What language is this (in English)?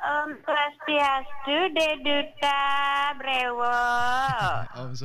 Balinese